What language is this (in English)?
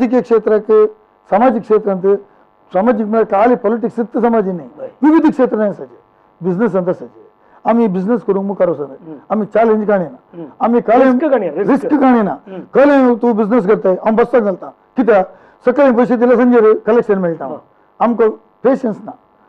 Konkani